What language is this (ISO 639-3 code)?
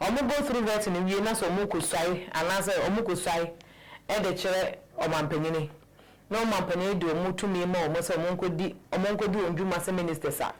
aka